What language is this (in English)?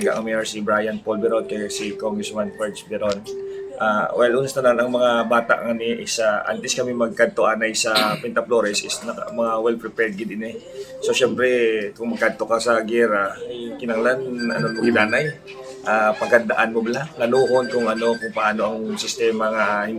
Hiligaynon